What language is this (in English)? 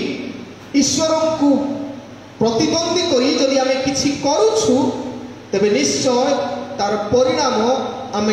Odia